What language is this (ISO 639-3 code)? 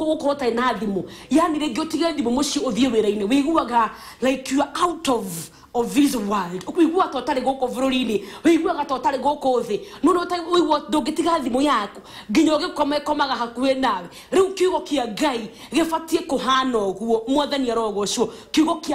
kik